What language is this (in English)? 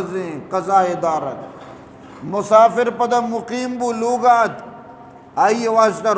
Eastern Balochi